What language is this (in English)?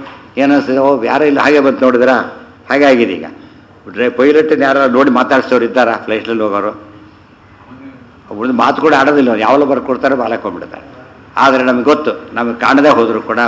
Kannada